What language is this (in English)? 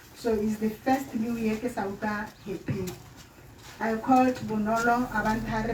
Tswana